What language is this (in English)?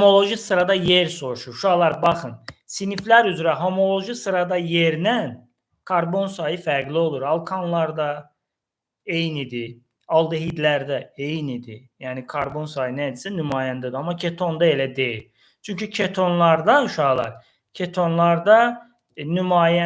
Azerbaijani